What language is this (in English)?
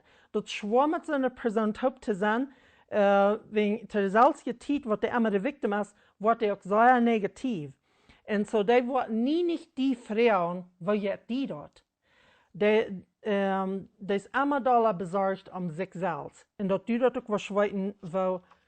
Plautdietsch